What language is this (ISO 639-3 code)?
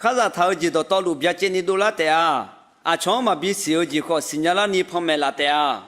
ahk